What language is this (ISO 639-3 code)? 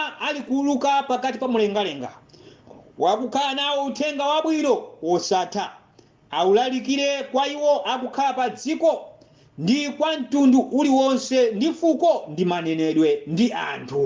nya